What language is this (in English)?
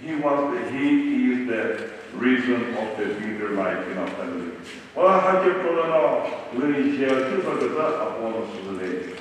Chokri Naga